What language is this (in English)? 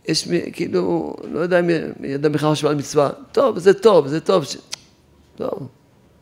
Hebrew